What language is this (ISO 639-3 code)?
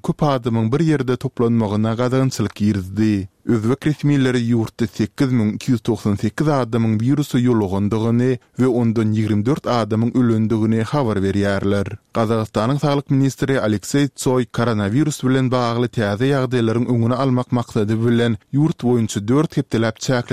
tuk